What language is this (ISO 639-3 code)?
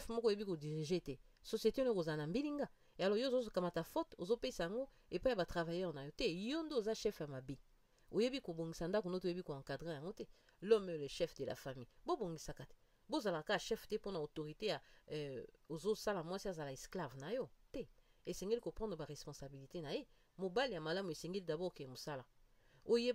lin